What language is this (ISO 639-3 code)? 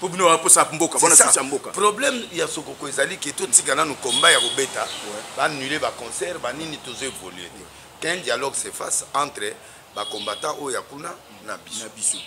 lin